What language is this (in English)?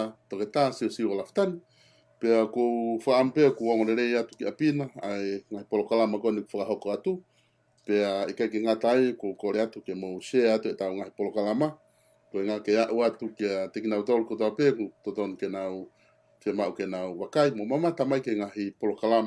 Tongan